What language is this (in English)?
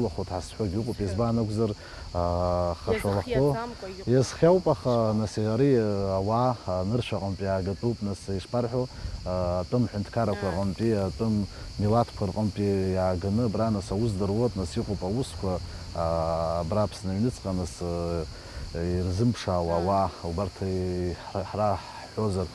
Abkhazian